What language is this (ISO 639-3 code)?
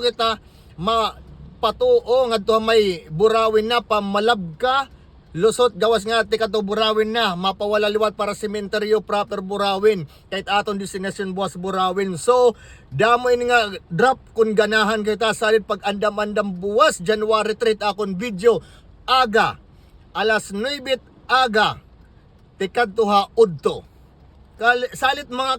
war